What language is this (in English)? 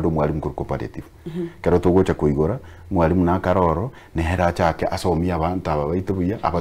Gusii